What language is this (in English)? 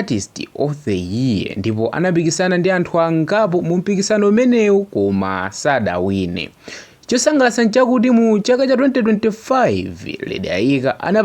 Nyanja